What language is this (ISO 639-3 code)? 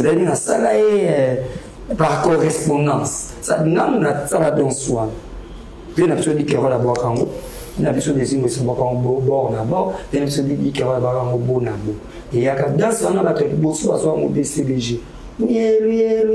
lin